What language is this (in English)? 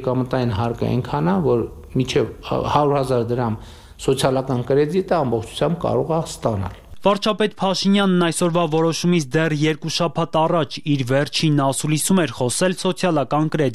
Armenian